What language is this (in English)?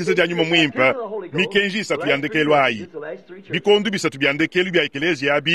Luba-Lulua